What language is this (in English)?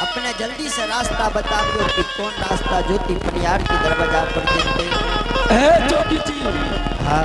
Angika